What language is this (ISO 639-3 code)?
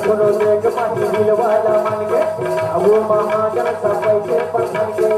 hne